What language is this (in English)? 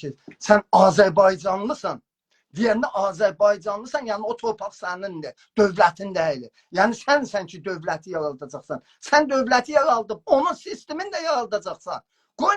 South Azerbaijani